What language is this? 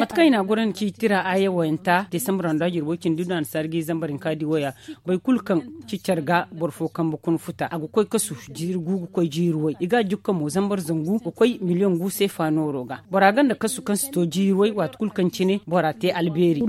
Zarma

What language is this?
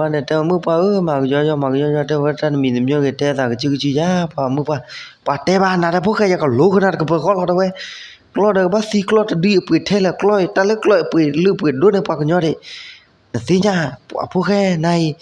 S'gaw Karen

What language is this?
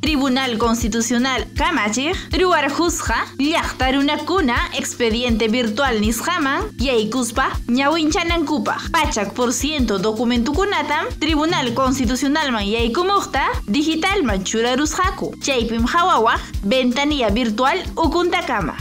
Ayacucho Quechua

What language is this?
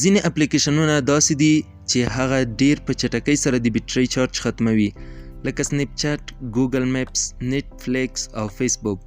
Pashto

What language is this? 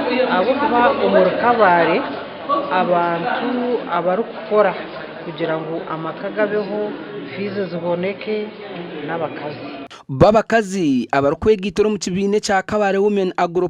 Nyankole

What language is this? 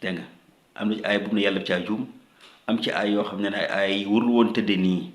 Wolof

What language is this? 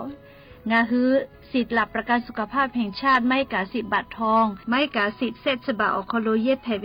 Lahu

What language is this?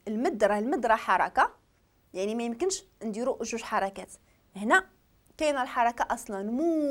Moroccan Arabic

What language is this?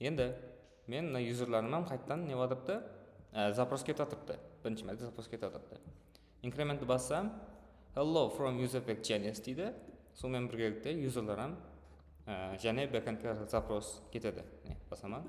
Kara-Kalpak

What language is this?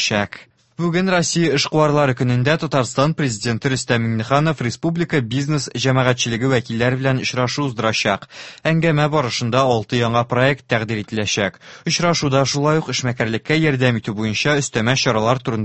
Tatar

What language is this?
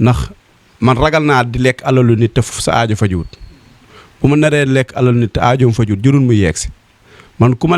Wolof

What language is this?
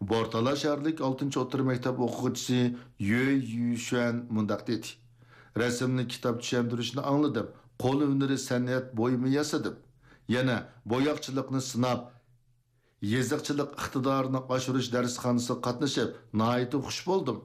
Uyghur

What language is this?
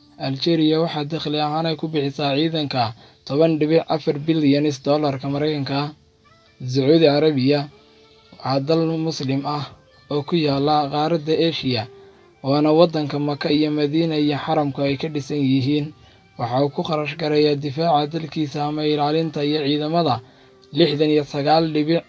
Somali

